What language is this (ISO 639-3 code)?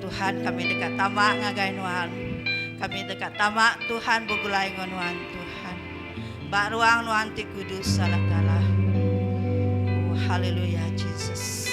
iba